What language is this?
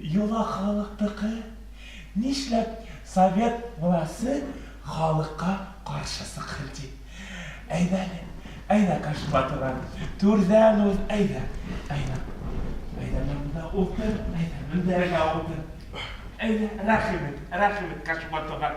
Bashkir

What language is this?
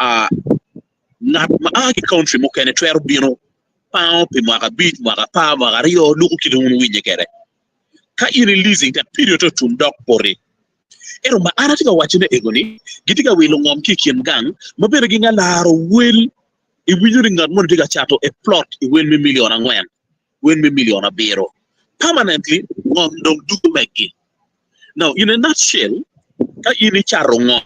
Acoli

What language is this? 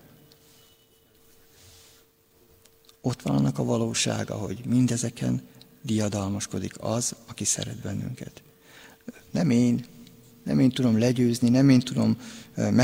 Hungarian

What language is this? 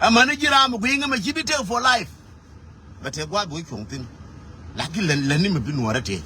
Nuer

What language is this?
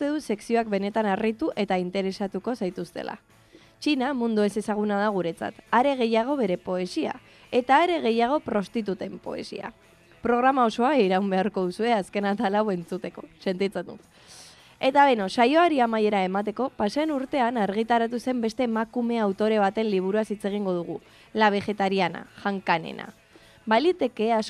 Basque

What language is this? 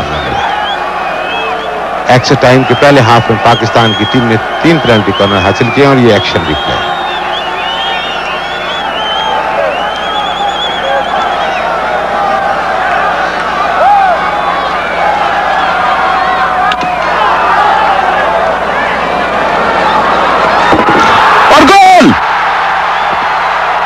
Hindi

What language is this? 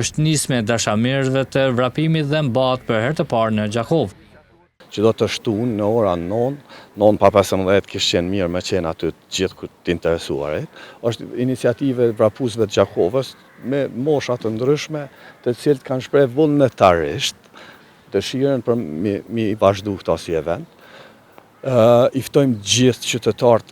Albanian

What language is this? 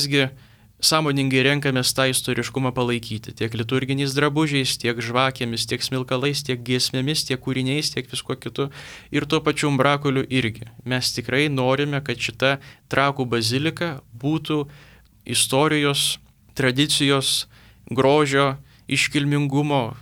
Lithuanian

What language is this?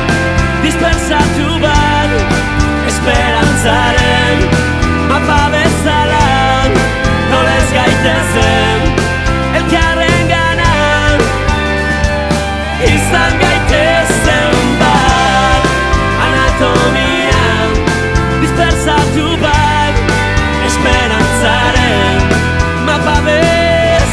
Basque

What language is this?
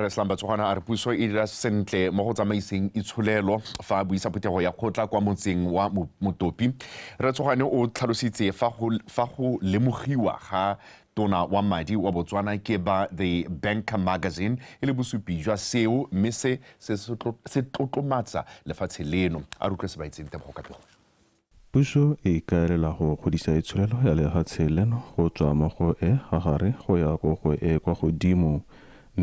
Tswana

